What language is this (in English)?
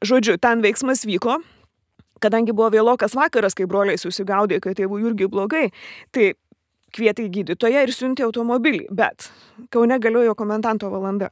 Lithuanian